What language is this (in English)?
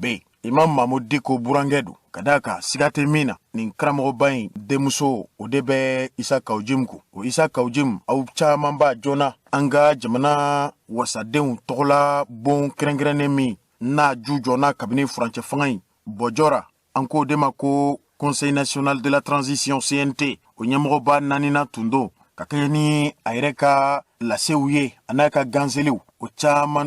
Bambara